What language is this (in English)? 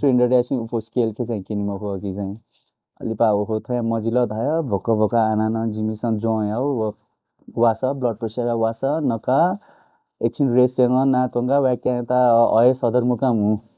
Newari